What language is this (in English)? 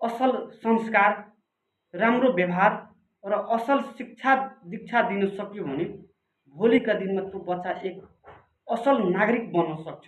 Nepali